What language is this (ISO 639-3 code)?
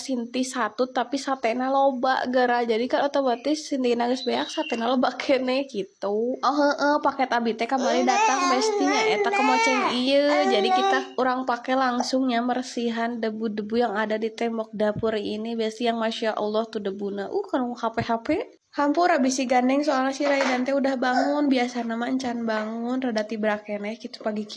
sun